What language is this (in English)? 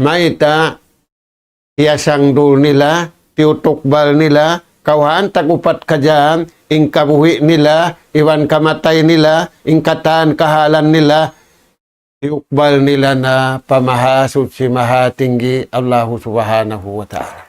Tausug